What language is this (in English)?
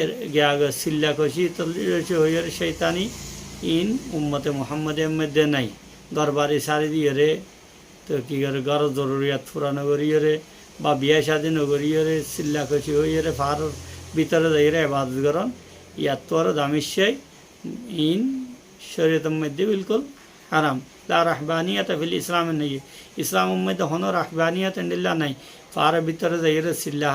Rohingya